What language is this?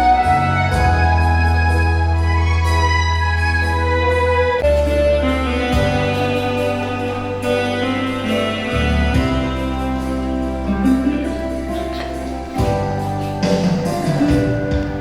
Batak Karo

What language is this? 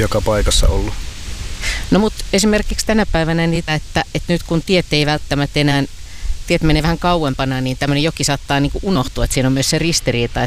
Finnish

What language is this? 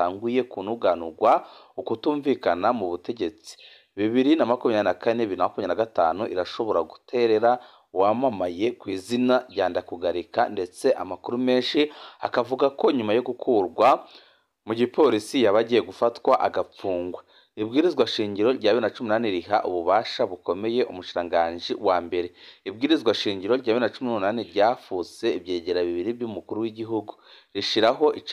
Rundi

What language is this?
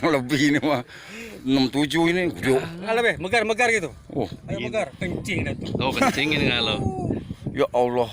Betawi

